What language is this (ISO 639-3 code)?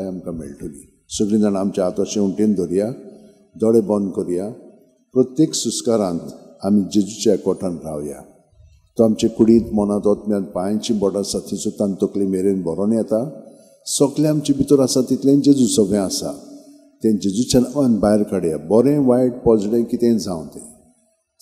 kok